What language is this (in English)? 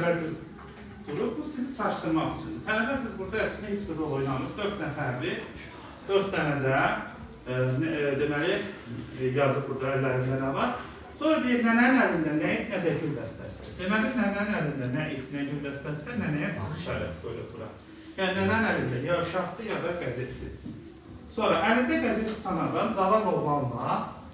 Azerbaijani